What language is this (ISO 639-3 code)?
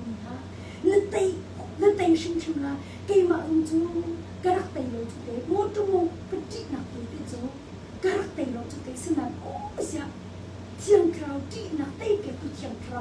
cnh